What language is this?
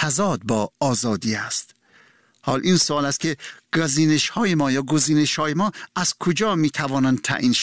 Persian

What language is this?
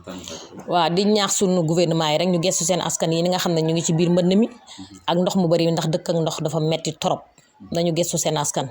Wolof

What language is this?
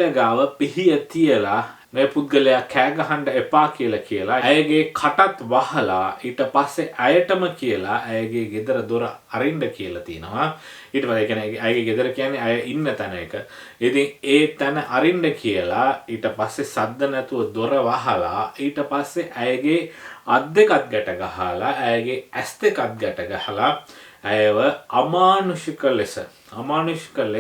Sinhala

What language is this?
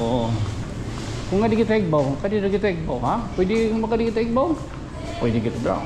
Waray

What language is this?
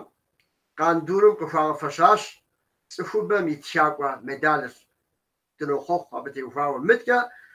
Kabardian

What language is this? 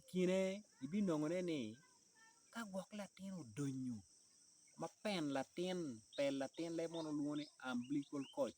Acoli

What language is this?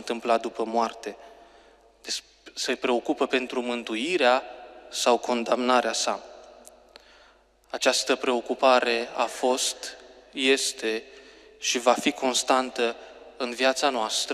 Romanian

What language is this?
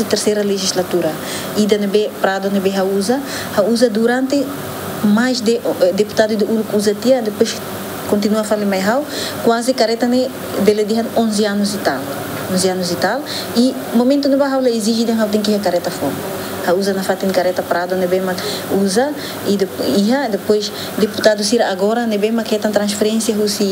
Tetum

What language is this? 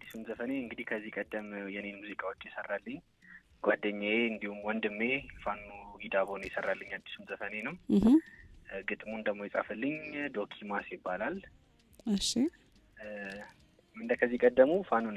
Amharic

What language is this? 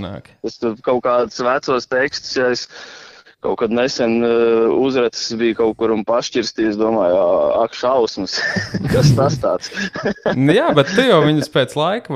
Latvian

